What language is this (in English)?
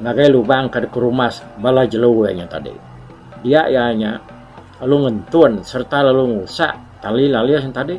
Iban